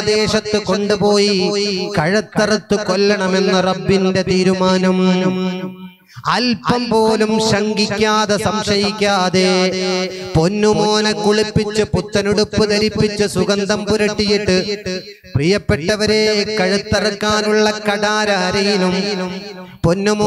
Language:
Malayalam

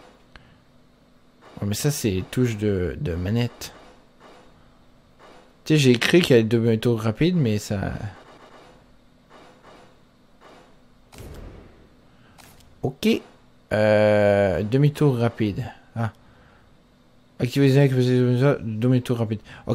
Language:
French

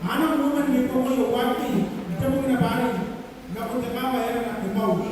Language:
Gilbertese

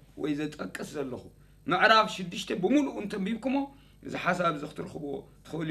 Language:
Tigrinya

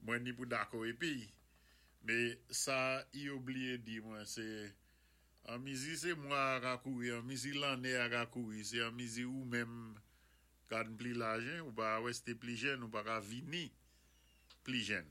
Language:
Saint Lucian Creole French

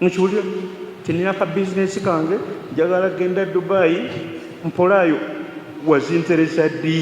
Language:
Ganda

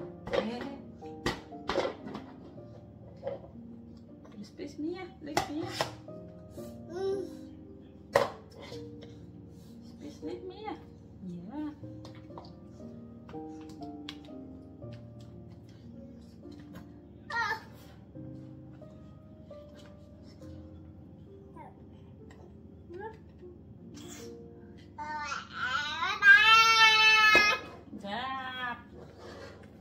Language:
Danish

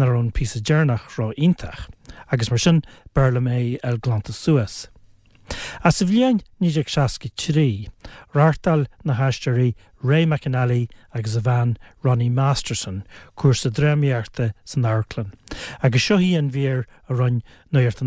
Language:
Irish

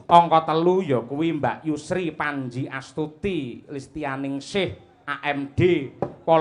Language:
Javanese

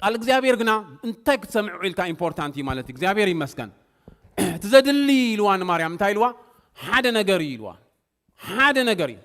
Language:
Tigrinya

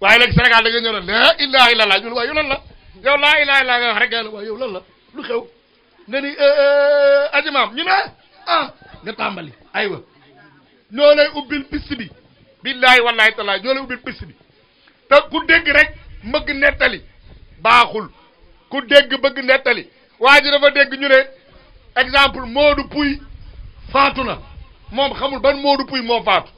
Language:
Wolof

